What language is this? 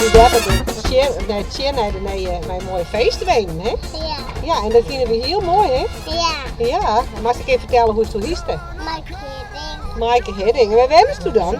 Western Frisian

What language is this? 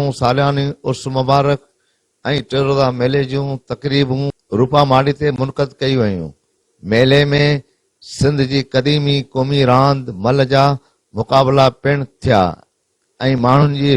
Sindhi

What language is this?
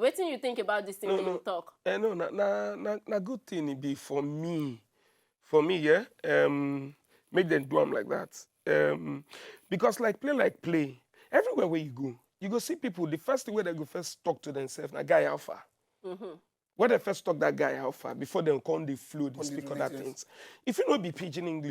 Nigerian Pidgin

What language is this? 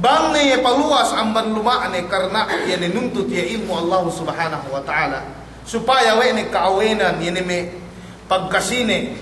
Yakan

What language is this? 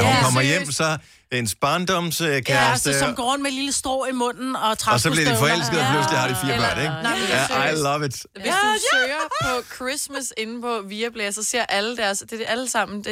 Danish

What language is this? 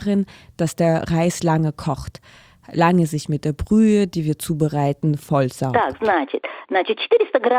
German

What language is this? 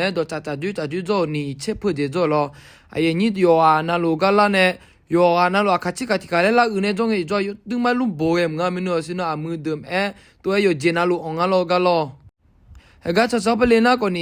Akha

